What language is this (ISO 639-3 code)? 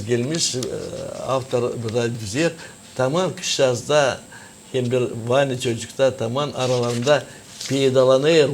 gag